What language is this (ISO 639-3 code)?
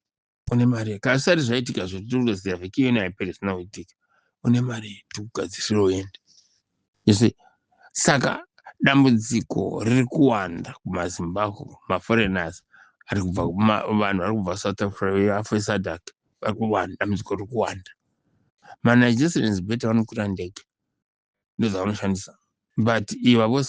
sna